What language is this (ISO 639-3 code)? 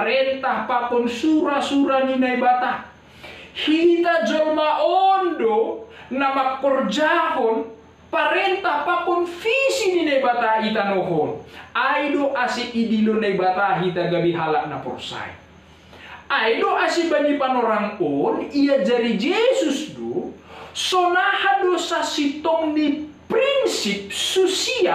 bts